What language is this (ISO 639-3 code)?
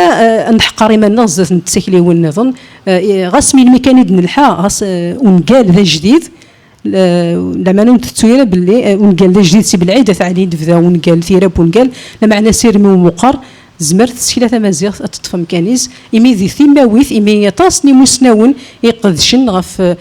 kab